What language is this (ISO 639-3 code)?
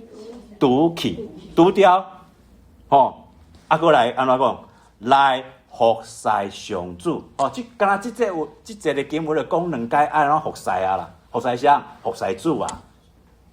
nan